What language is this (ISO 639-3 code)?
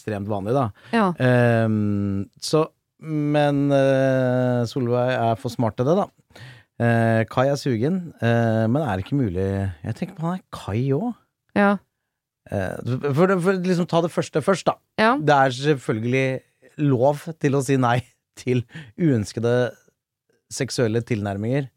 nor